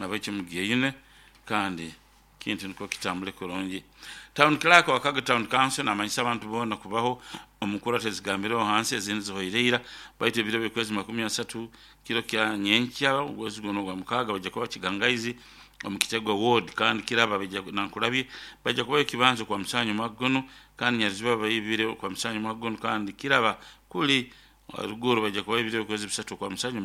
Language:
Nyoro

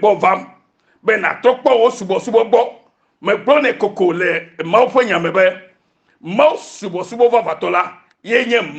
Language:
Ewe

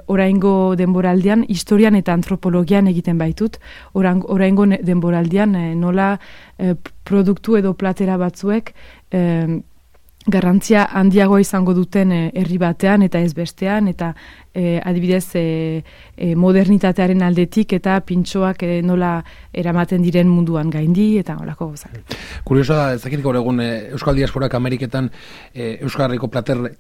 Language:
Basque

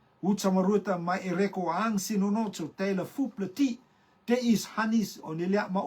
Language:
Rotuman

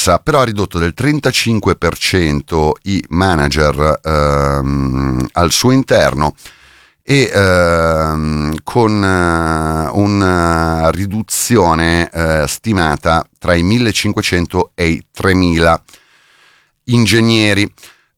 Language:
Italian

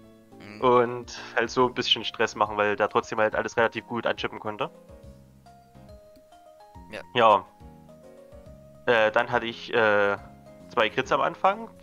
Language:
German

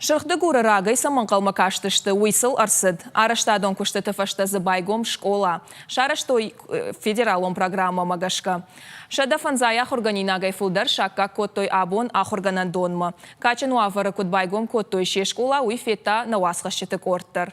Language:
Ossetic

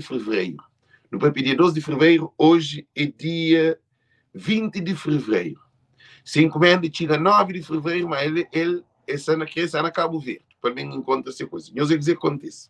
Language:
Kabuverdianu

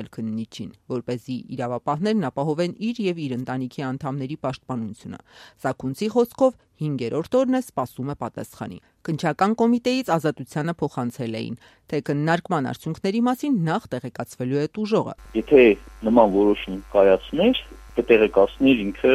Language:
Armenian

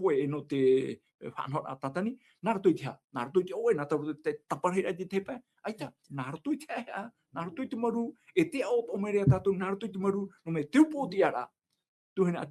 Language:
Tahitian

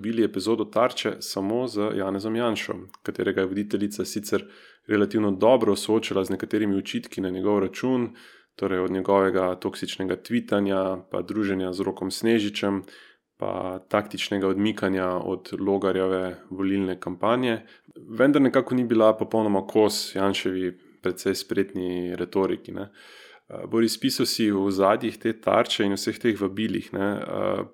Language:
Slovenian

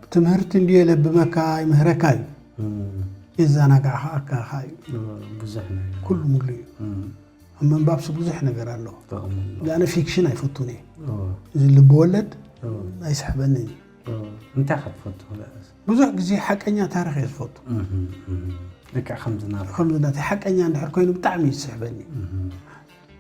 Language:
Tigrinya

